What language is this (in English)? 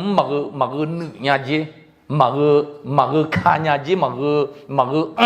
Akha